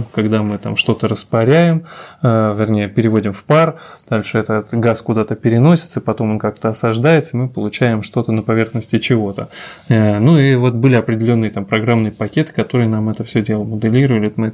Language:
Russian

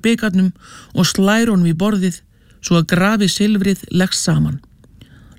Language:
Icelandic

